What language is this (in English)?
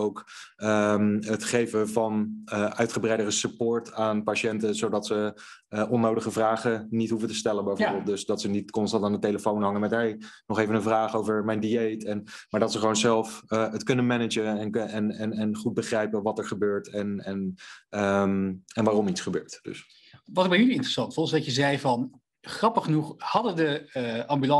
Dutch